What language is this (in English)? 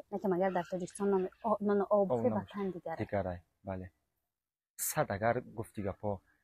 Tajik